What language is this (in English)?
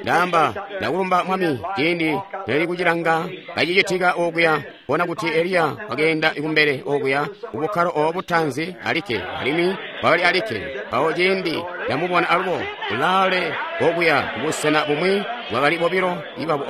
Tonga (Zambia)